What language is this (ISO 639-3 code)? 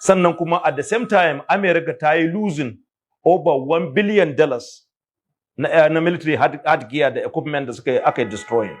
hau